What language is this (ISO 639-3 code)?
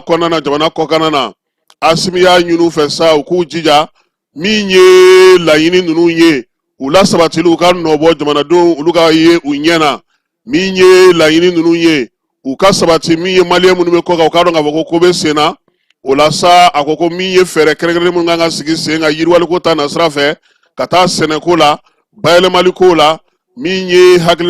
bam